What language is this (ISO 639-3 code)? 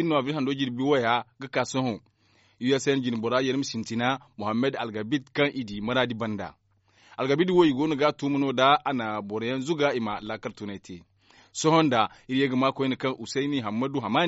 dje